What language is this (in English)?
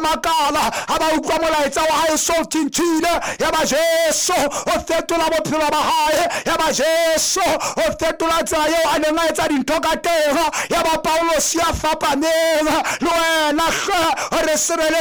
Southern Sotho